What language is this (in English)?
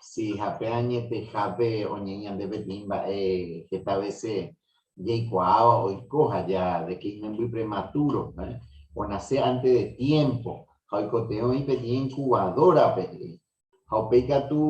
Guarani